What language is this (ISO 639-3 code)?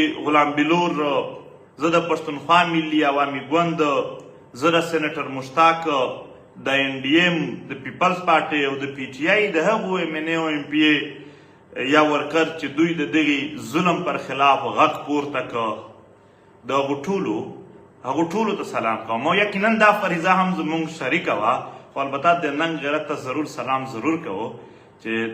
pus